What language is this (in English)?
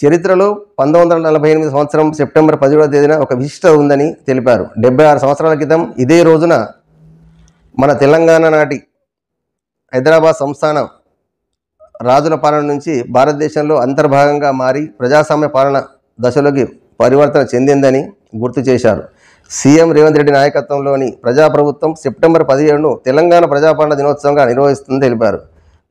Telugu